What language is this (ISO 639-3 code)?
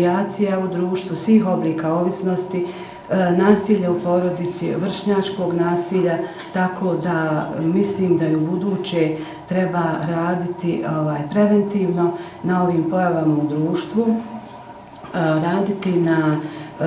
bos